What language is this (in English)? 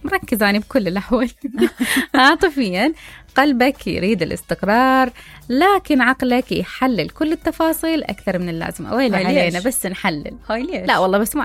Mesopotamian Arabic